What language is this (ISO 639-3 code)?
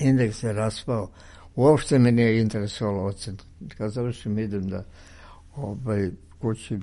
srp